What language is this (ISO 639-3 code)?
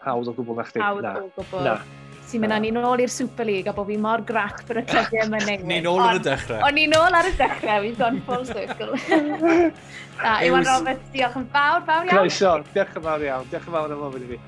cym